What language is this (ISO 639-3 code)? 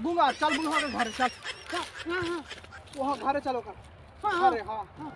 mag